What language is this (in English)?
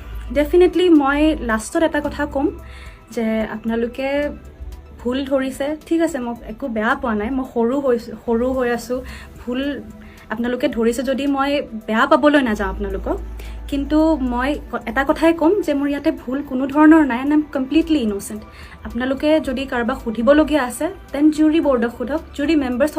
Assamese